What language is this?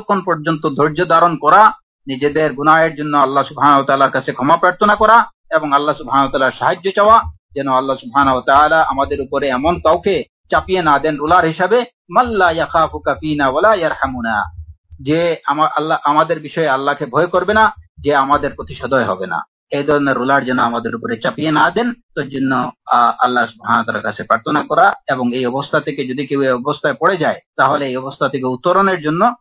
Bangla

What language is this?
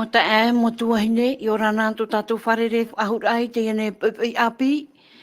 Tahitian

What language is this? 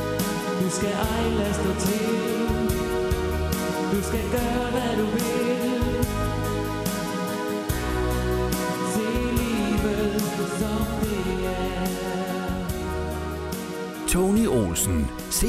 Danish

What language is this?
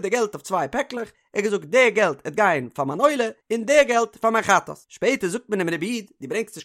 Yiddish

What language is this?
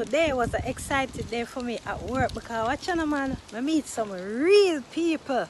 Jamaican Creole English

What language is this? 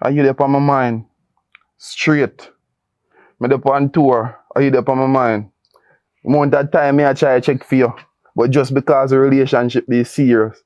Jamaican Creole English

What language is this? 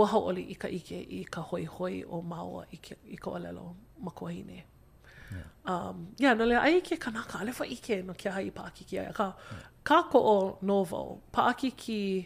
Hawaiian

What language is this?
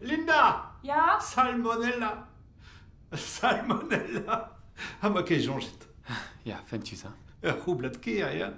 Breton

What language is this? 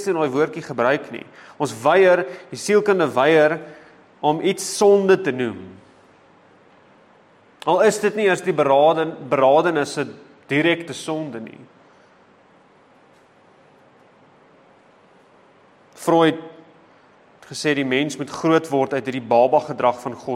Afrikaans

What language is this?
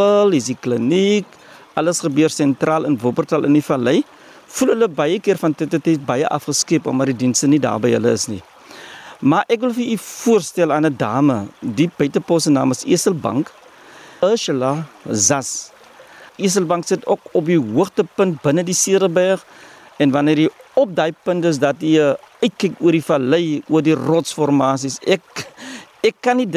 Afrikaans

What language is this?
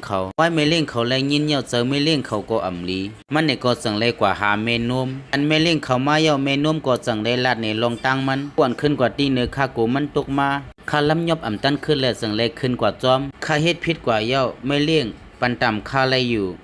Shan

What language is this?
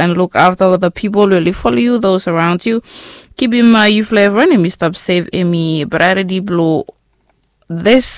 Bislama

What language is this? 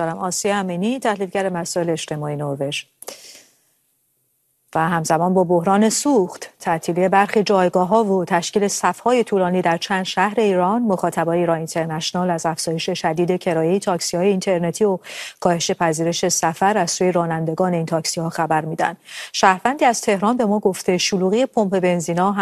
Persian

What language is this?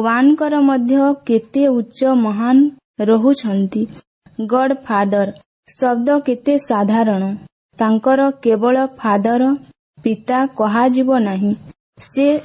Odia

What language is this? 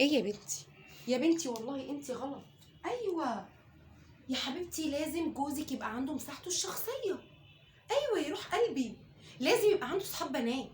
Egyptian Arabic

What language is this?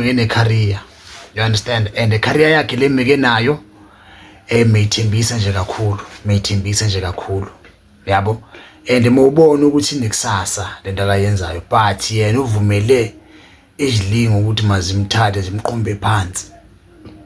Zulu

